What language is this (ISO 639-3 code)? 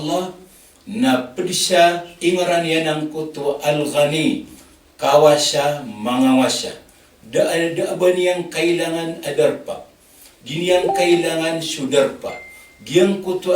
mrw